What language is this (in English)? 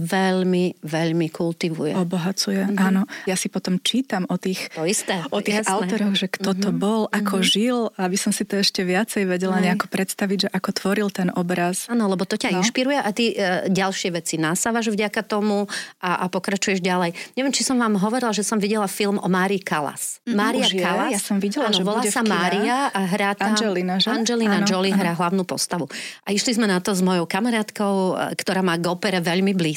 Slovak